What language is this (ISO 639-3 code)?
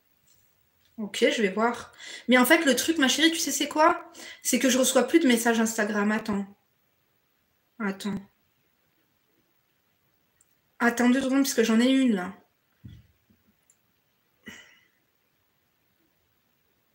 fra